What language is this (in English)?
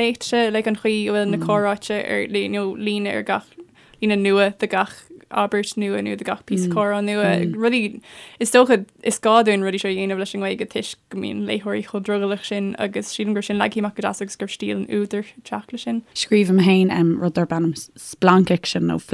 Irish